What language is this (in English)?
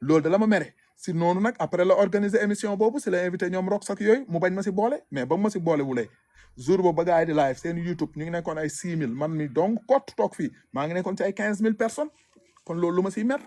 Wolof